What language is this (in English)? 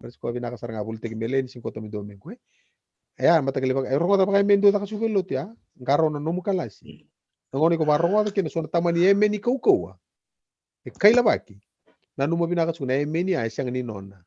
Fijian